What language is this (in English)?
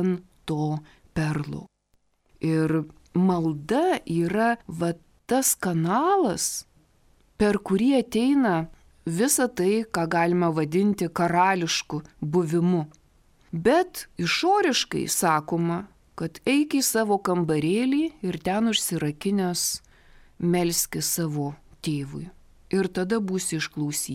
Lithuanian